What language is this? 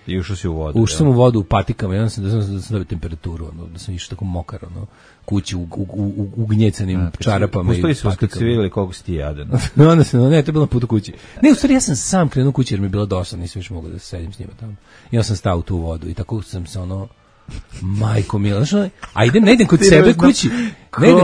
Serbian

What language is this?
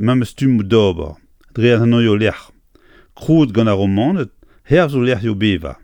Breton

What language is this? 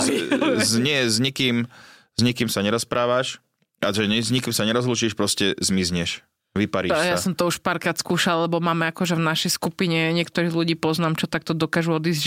Slovak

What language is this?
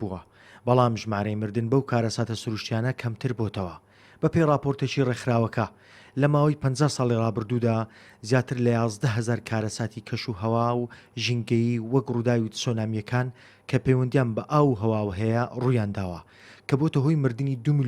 Central Kurdish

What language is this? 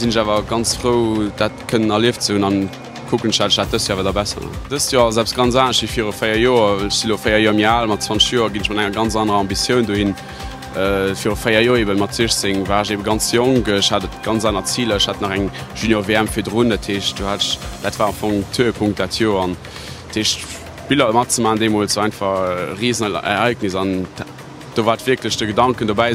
Luxembourgish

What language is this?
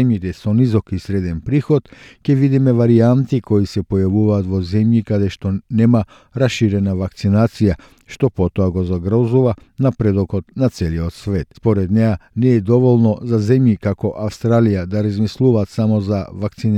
Macedonian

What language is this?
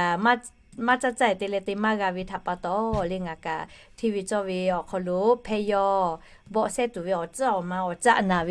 Lahu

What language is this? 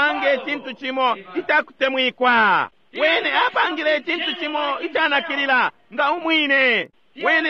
Bemba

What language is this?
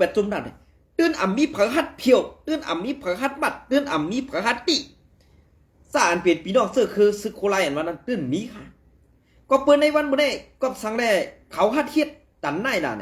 Shan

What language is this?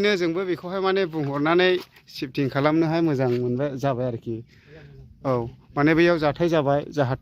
Bodo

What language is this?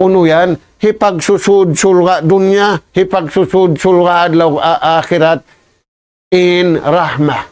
Tausug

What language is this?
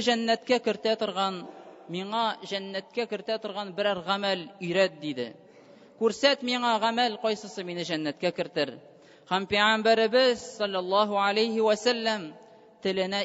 Tatar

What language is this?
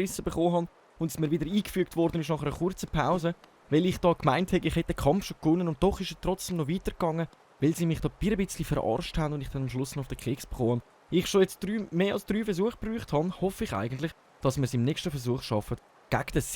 Swiss German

